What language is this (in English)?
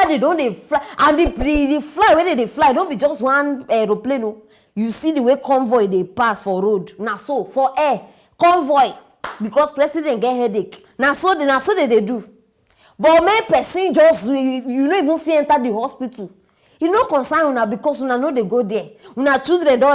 Nigerian Pidgin